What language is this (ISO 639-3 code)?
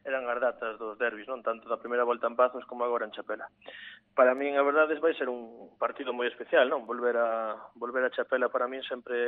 glg